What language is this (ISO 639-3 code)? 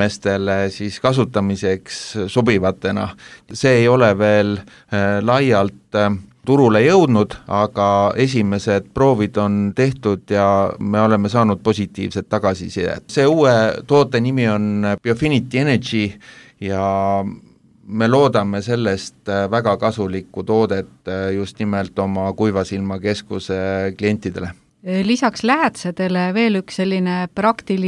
est